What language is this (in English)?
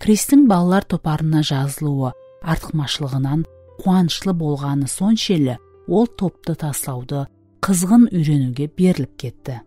Kara-Kalpak